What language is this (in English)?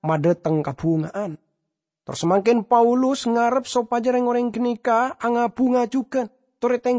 Madurese